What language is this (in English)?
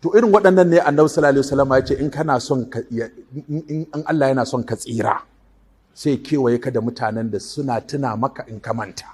Hausa